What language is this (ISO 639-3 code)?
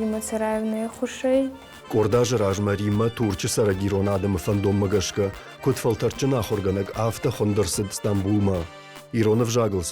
oss